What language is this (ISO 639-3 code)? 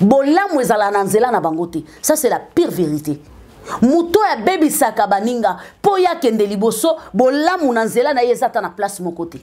lin